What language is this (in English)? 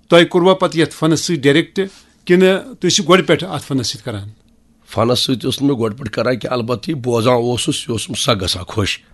Kashmiri